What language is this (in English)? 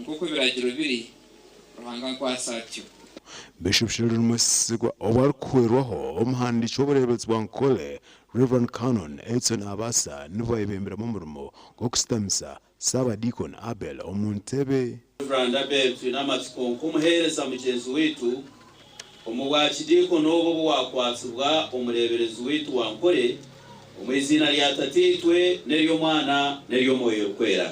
Nyankole